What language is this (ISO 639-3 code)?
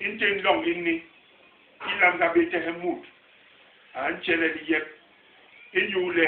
bas